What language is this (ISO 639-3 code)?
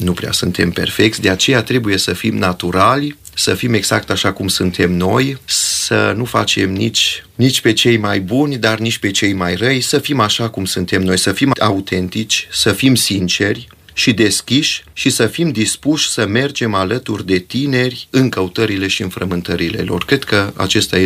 ron